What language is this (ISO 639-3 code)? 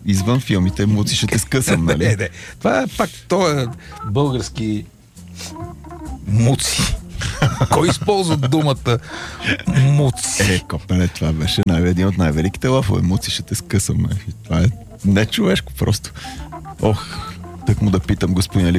bul